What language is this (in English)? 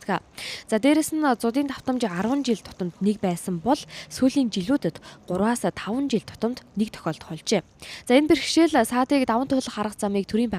Mongolian